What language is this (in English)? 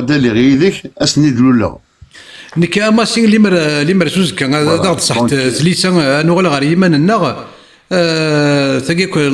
Kabyle